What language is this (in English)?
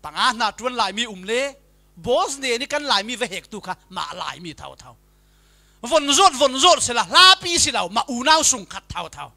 Falam Chin